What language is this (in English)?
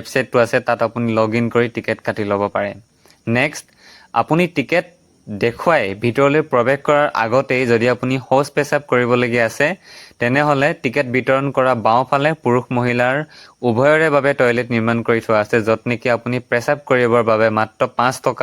Assamese